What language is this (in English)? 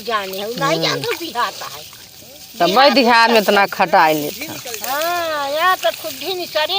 Awadhi